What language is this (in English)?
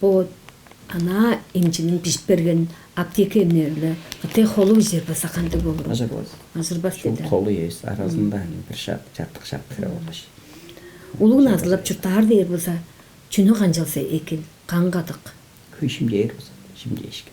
Tuvinian